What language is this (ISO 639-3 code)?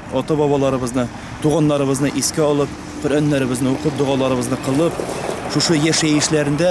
tat